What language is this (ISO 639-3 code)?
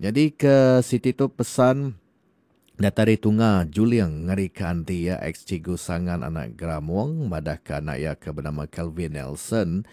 iba